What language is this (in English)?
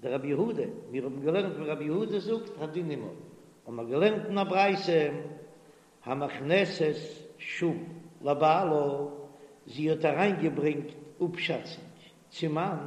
Yiddish